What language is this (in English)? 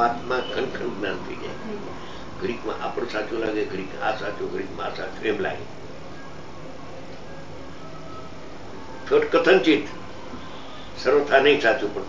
Gujarati